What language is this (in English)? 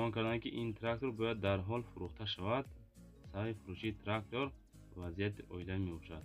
Tajik